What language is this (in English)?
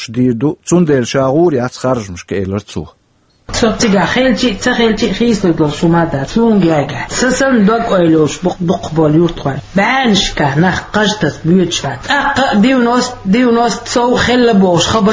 Chechen